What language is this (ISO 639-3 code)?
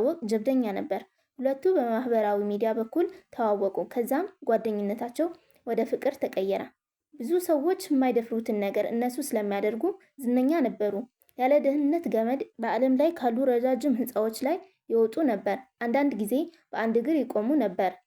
amh